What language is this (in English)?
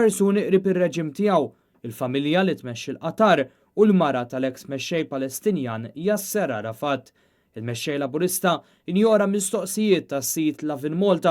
Maltese